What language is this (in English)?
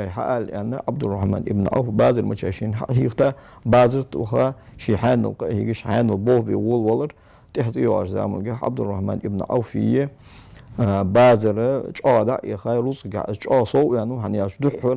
Ingush